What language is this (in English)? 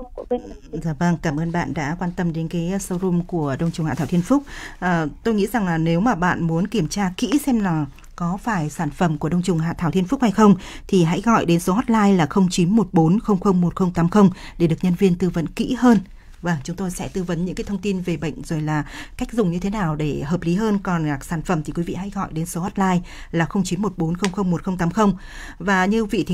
Vietnamese